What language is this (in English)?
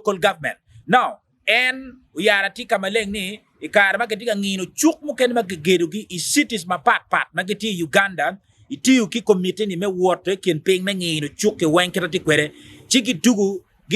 Acoli